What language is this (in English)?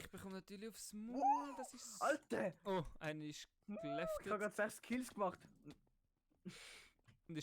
Swiss German